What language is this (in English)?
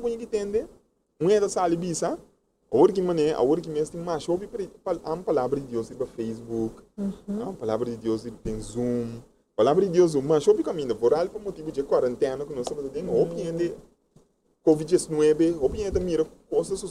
Papiamento